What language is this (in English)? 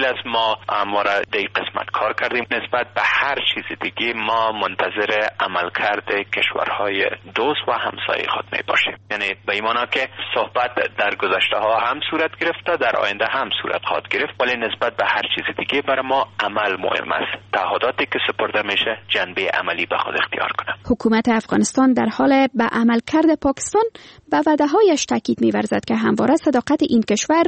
Persian